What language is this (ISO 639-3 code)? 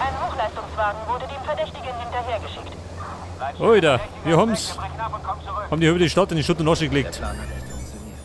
bar